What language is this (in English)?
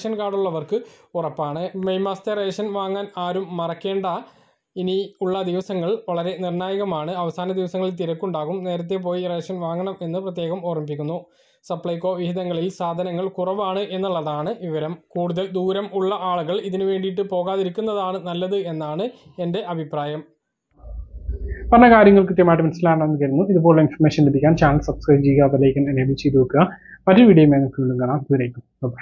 Malayalam